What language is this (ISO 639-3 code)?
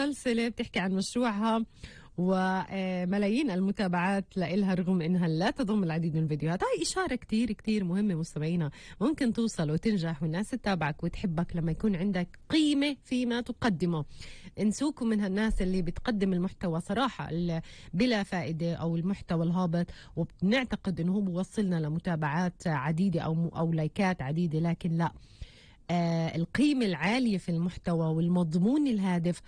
apc